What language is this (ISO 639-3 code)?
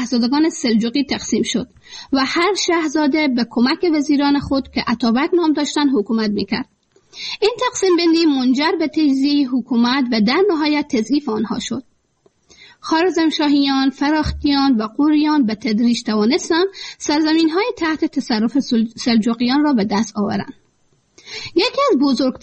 fas